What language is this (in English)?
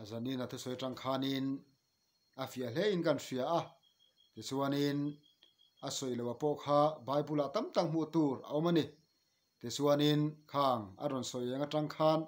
Mizo